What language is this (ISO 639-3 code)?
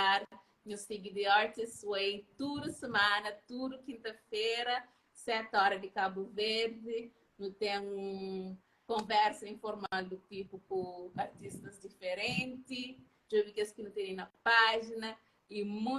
kea